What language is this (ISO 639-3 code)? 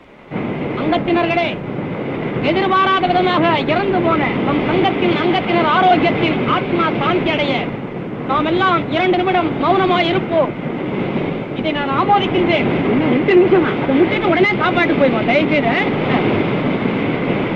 tam